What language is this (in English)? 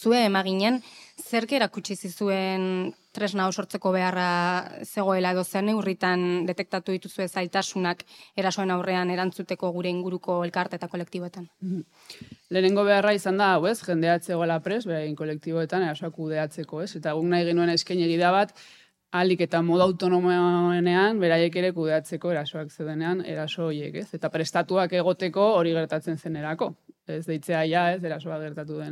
Basque